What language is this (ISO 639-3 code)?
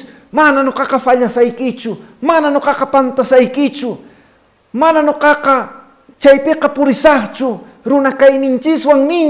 que